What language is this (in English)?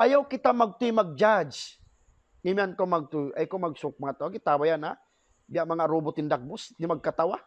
Tausug